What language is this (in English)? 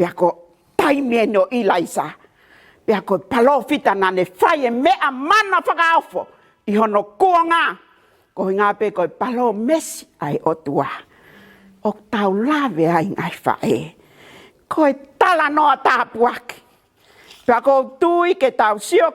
Tongan